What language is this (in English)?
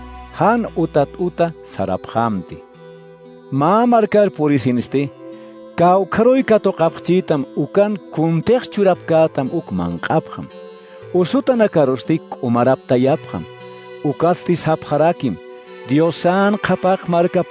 Aymara